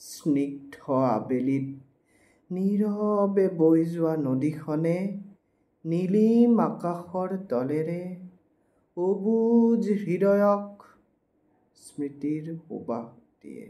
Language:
Assamese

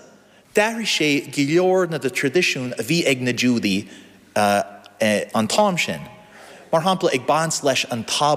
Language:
Irish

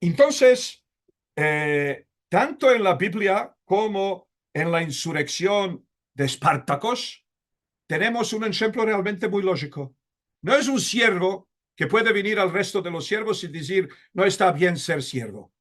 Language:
Ladino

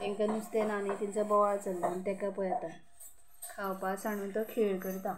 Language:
Konkani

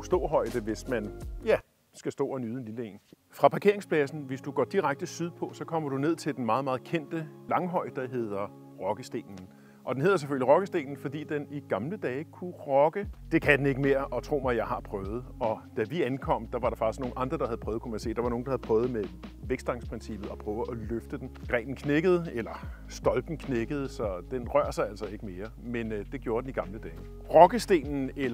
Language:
Danish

